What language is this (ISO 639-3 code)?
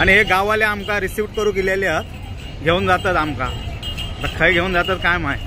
kok